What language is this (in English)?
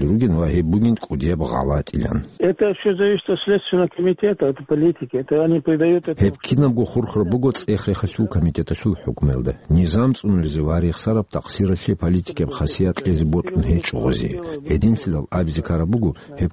Avaric